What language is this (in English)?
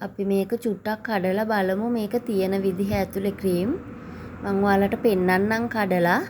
Sinhala